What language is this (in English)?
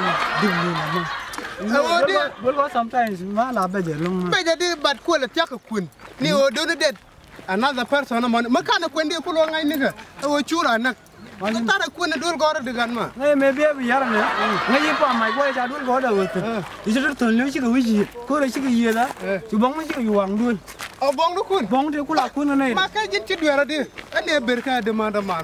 Nuer